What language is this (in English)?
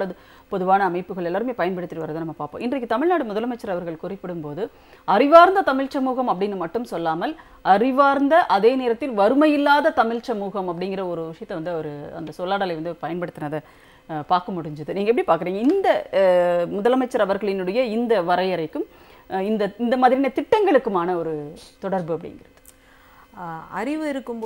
Tamil